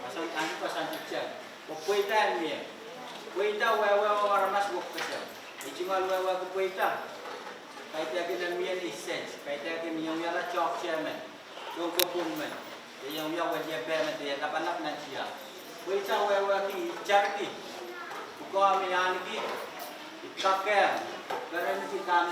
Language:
Pohnpeian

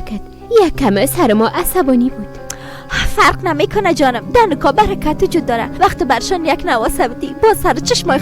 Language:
Persian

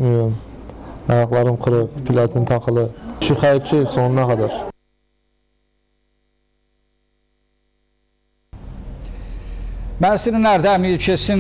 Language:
Turkish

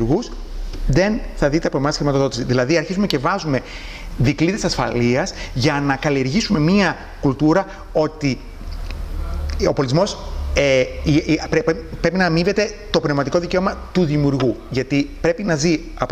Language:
Greek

